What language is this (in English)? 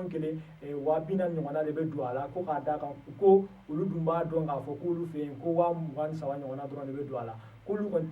Bambara